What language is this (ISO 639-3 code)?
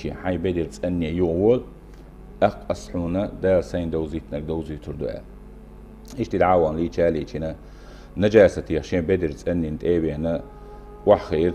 che